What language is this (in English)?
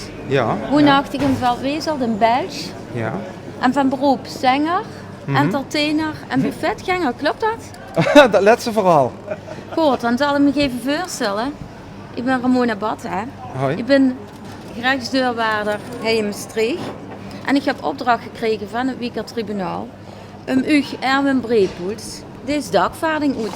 Limburgish